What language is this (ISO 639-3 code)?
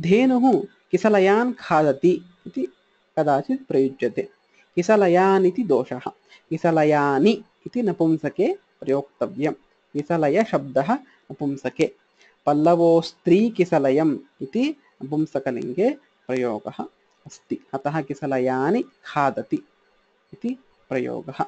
san